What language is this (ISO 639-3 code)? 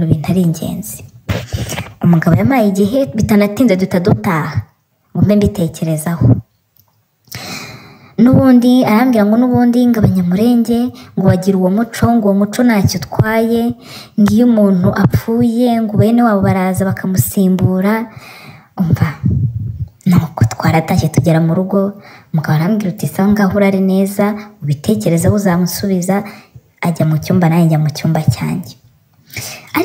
kin